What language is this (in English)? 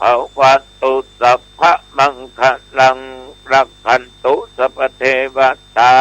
Pali